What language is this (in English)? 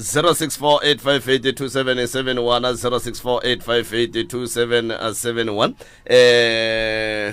Northern Sotho